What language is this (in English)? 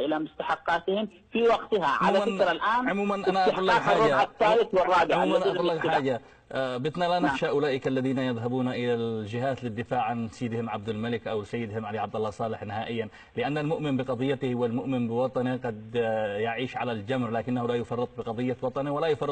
Arabic